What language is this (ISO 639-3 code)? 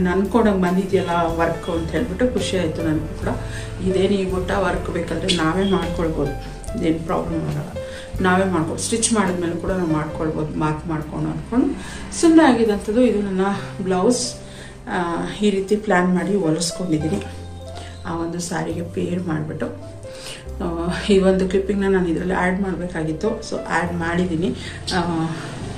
kan